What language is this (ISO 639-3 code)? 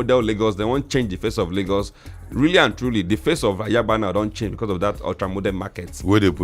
pcm